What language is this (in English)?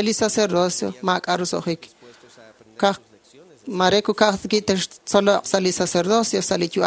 Kekchí